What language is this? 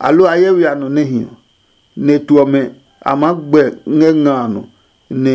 Adangme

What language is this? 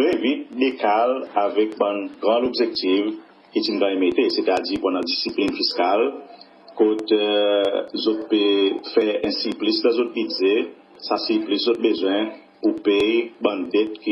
Seselwa Creole French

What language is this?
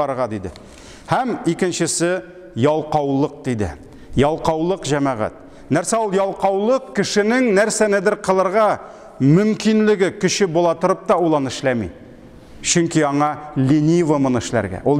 Tatar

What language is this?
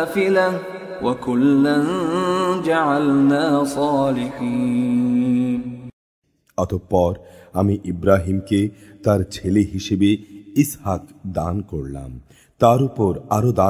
Bangla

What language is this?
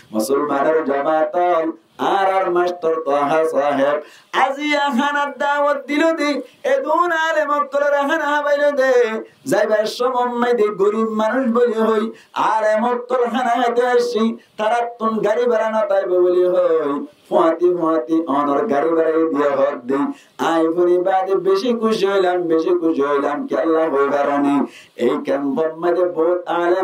Rohingya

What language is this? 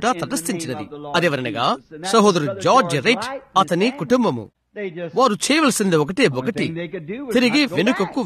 Telugu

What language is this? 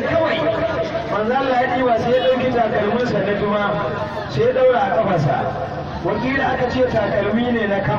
Hausa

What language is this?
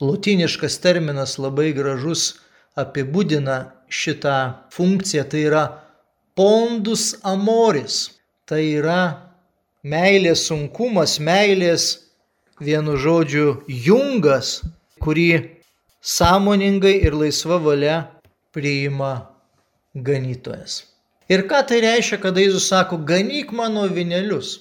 Lithuanian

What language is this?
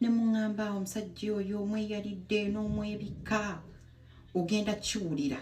Ganda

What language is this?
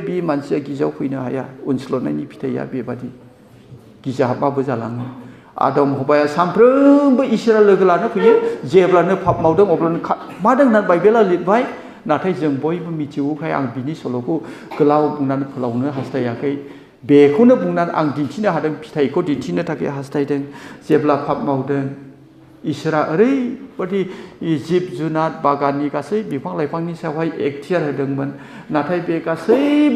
Bodo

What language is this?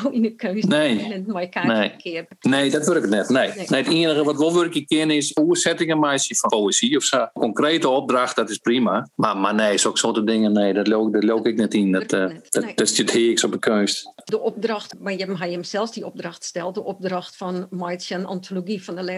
Western Frisian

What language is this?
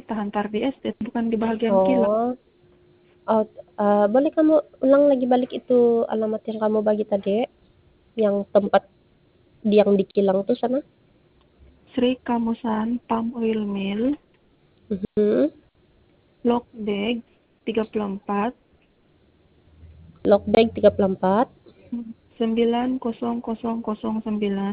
Sabah Malay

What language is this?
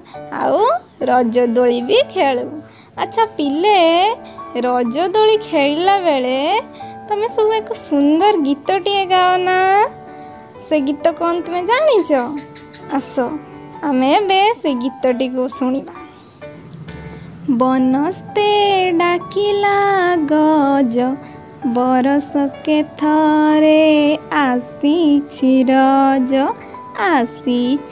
Odia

